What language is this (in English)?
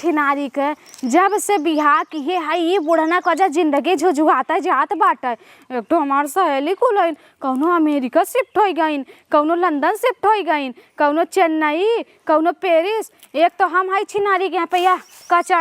Awadhi